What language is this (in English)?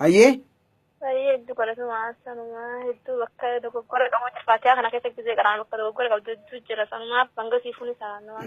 Oromo